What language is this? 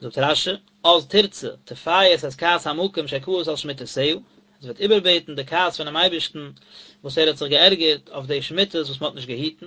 Yiddish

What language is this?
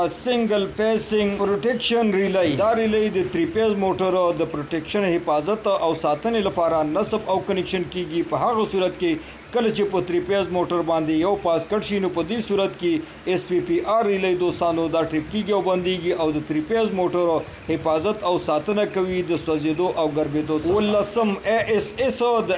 Pashto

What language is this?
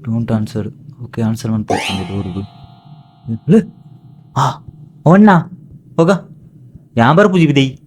Tulu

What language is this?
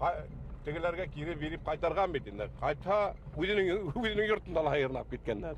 Bashkir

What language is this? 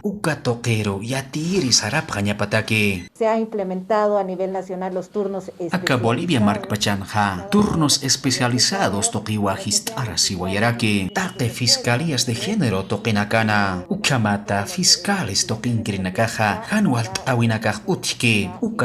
Aymara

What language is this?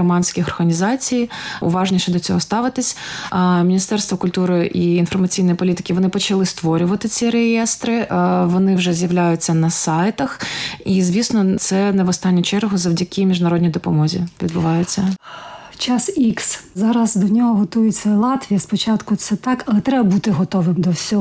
Ukrainian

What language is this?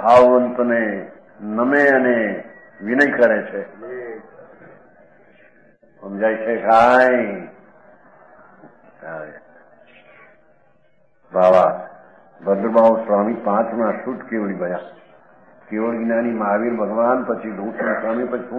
Gujarati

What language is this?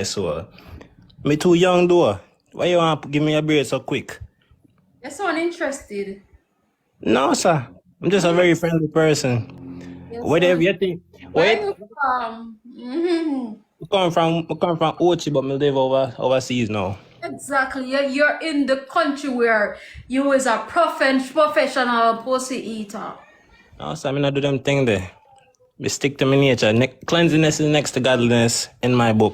Jamaican Creole English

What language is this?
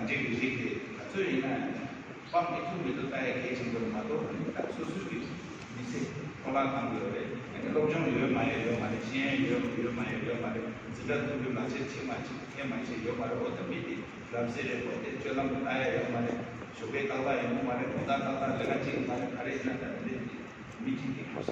Tibetan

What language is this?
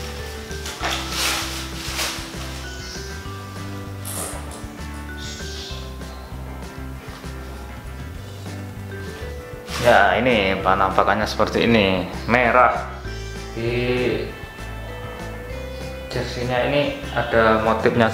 Indonesian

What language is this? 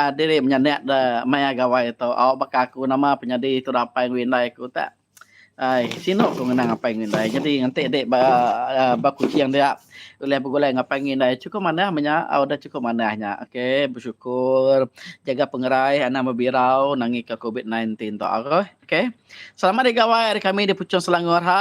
Iban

